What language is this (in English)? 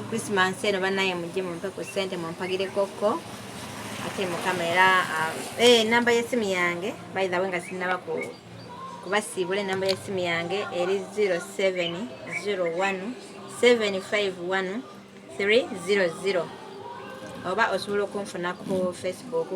Ganda